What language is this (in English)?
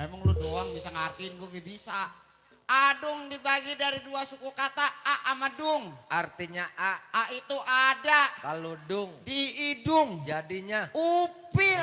Betawi